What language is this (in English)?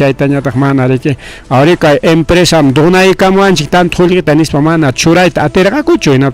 Ayacucho Quechua